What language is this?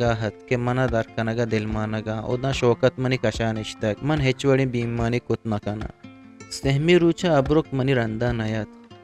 Eastern Balochi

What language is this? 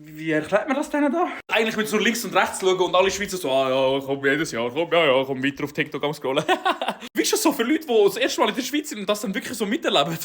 Swiss German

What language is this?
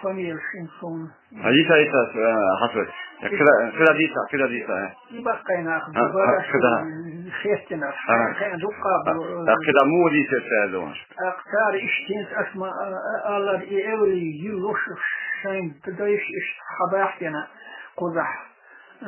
Chechen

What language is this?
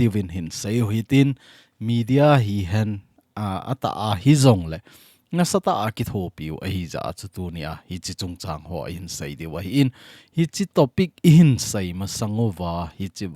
Thado Chin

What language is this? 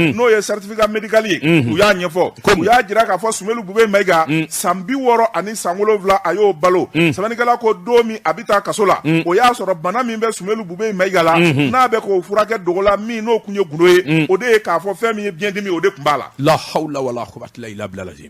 Bambara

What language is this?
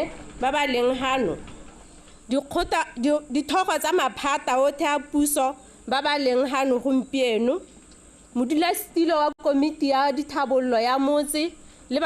Tswana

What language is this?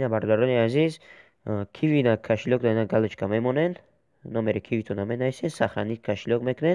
Tajik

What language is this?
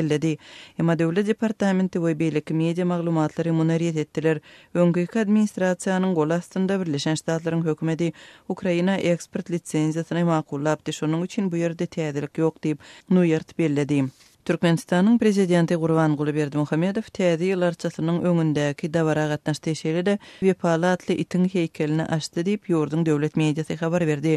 Turkmen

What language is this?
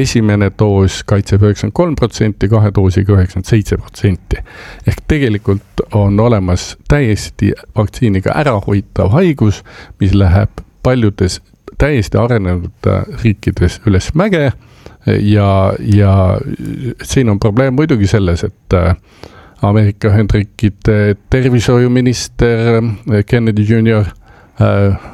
Estonian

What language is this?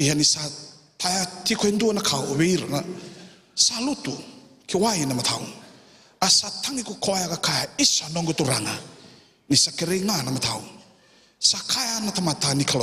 Fijian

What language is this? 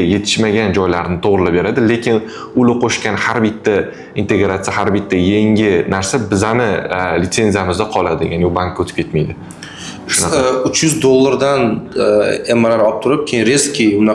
Uzbek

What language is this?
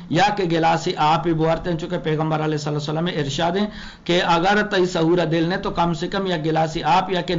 Eastern Balochi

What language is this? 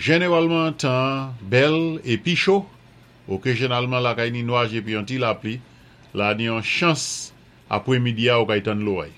Saint Lucian Creole French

